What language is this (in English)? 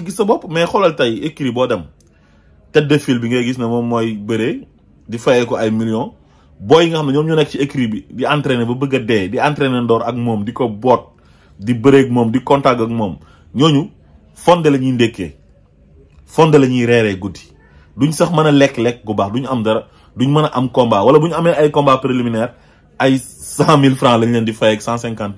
Wolof